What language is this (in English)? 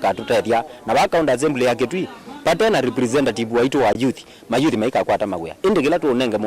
Kamba